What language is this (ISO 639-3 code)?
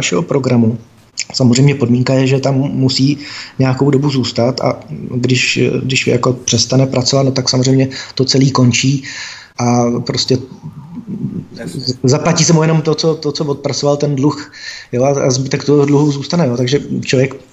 ces